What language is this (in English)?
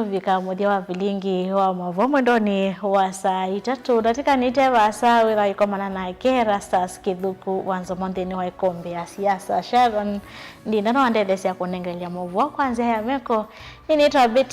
Kamba